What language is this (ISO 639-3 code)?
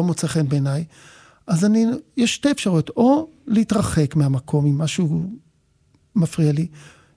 heb